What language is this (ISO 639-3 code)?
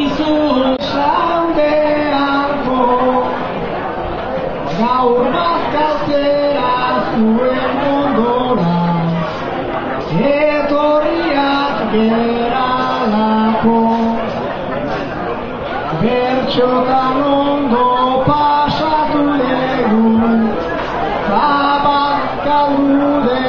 eus